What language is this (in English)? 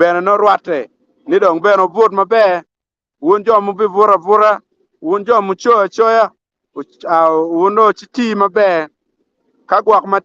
Acoli